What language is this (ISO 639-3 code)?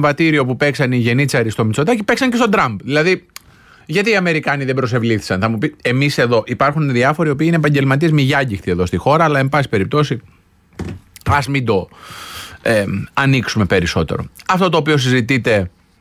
ell